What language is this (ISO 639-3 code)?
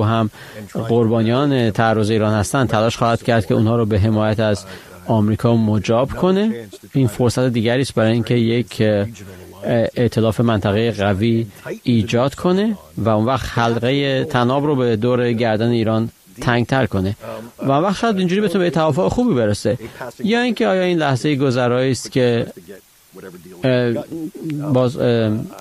fas